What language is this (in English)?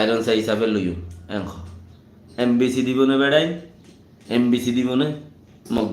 Rohingya